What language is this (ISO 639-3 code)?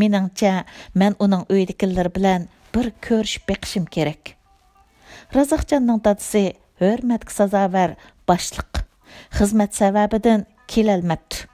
uig